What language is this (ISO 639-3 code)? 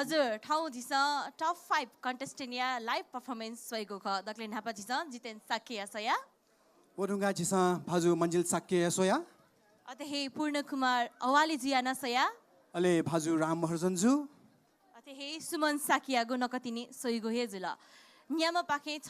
new